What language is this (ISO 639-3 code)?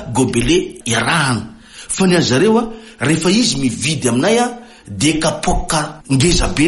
mlg